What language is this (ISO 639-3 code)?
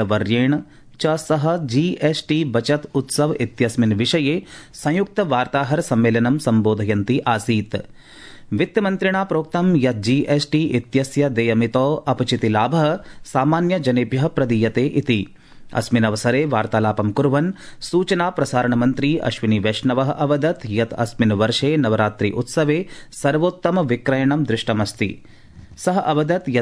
san